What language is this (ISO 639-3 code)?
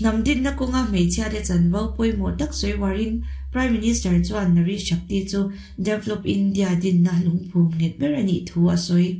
lus